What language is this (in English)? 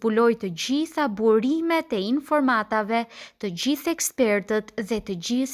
Albanian